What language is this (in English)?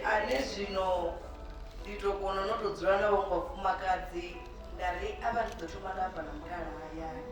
Venda